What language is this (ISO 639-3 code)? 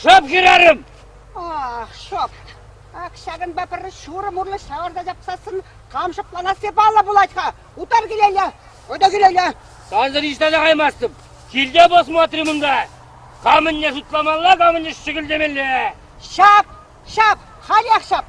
chv